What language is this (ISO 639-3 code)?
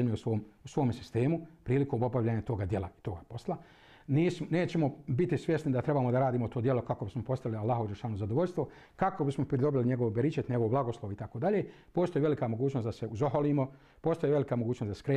bos